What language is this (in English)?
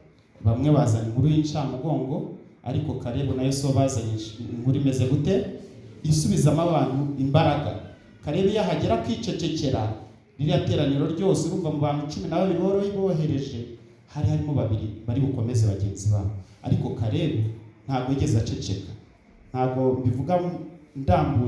Kinyarwanda